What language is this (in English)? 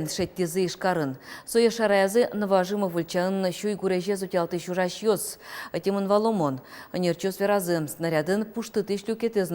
Udmurt